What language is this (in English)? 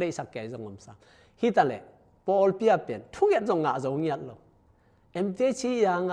Tedim Chin